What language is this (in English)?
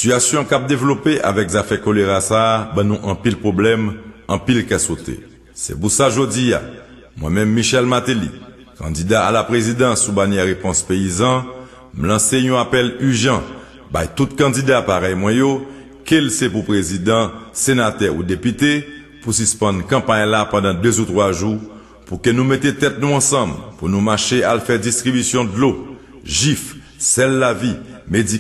Haitian Creole